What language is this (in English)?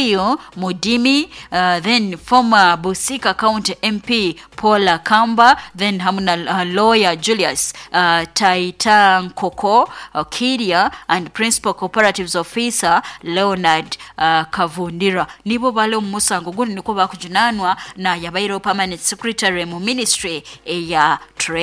Nyoro